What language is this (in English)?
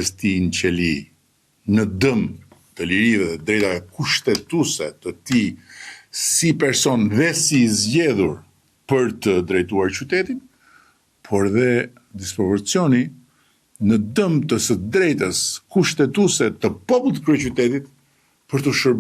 Albanian